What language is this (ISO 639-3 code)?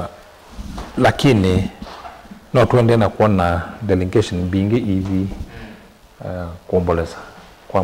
kam